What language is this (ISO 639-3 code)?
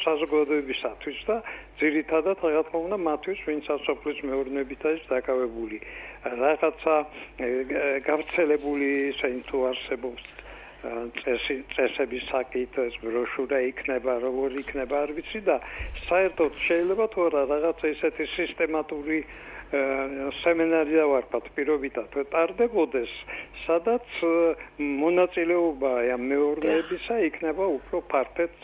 kat